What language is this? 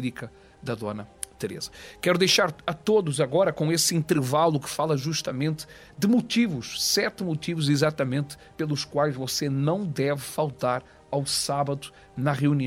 Portuguese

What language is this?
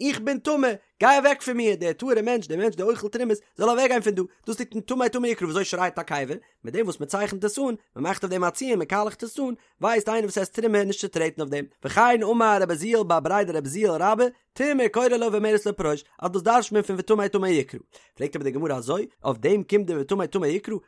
Yiddish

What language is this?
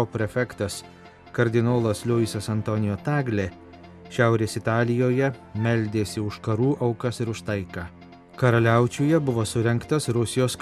Lithuanian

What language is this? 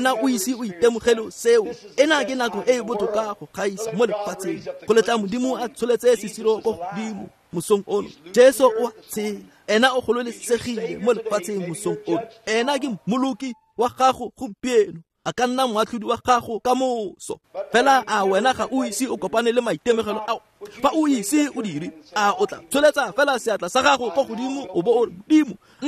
Tswana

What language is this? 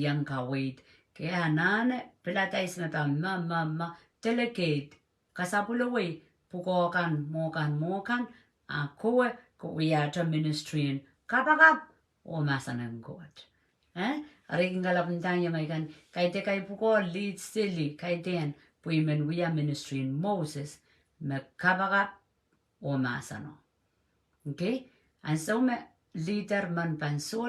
Pohnpeian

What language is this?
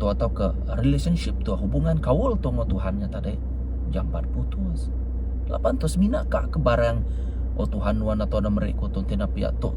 Iban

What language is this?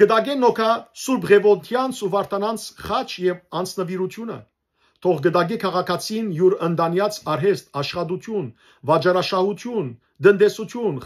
Western Armenian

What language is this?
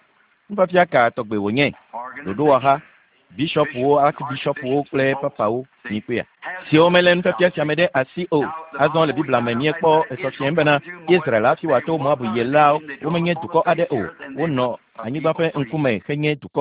Ewe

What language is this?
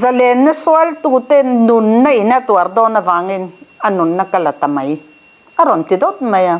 Mizo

